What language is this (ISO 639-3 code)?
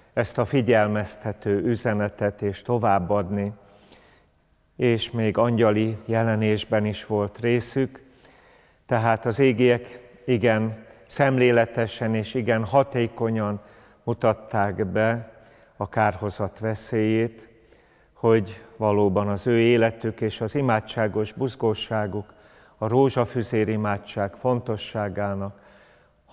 hun